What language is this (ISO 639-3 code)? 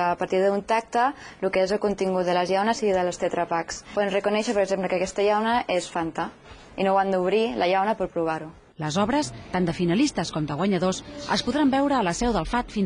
cat